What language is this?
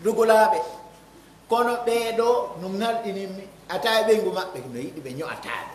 Pular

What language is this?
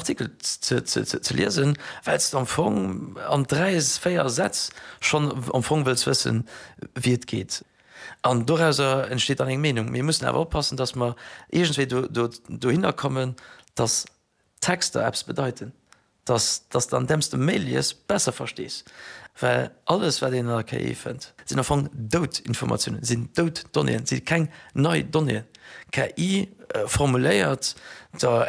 Luxembourgish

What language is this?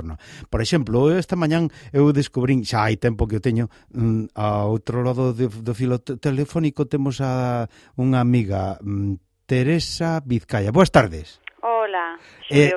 Galician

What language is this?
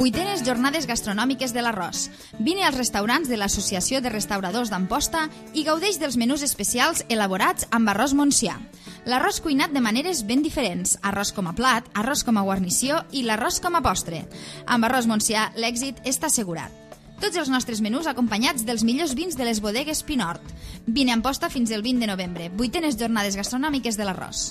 Catalan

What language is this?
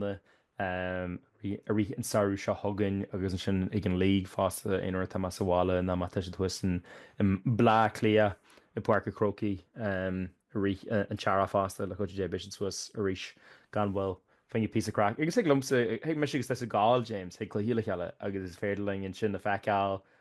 Irish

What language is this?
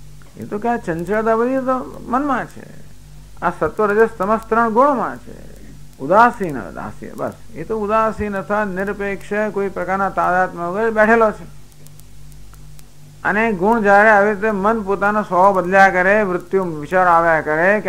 Gujarati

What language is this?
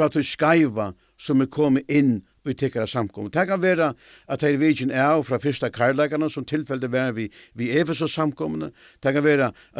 Faroese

